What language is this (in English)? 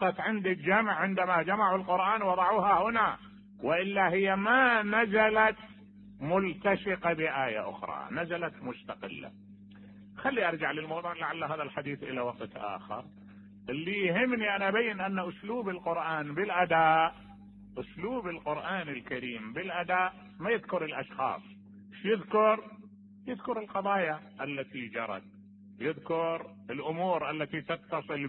Mesopotamian Arabic